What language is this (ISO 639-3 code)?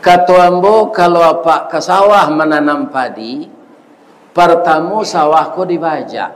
min